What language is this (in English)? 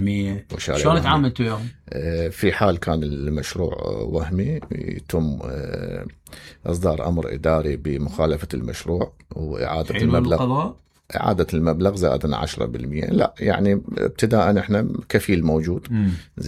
Mesopotamian Arabic